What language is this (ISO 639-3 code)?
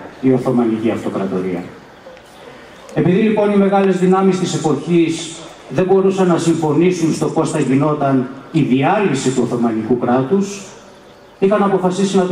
ell